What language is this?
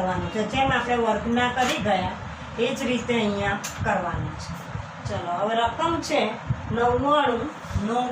Gujarati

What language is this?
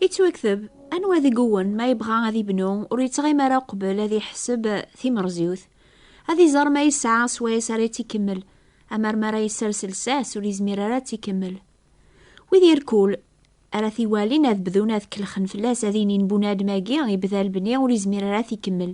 Kabyle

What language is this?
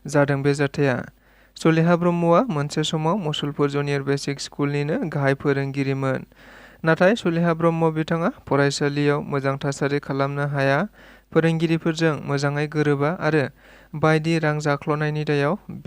Bodo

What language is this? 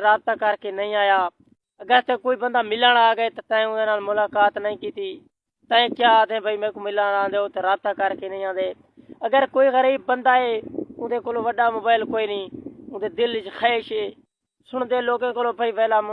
Saraiki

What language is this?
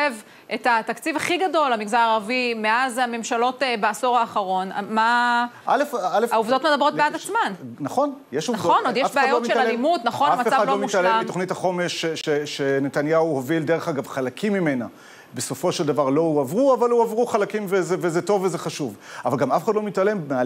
Hebrew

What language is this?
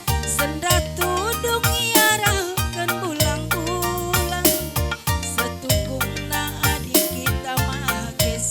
Batak Karo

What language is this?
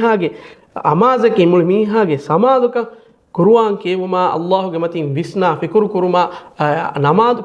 Divehi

